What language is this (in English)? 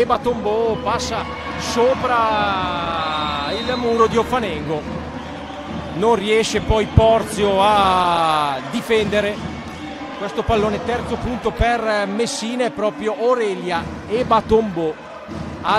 Italian